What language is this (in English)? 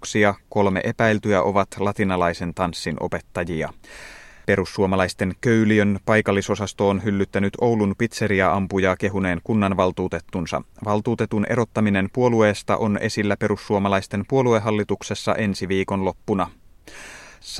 Finnish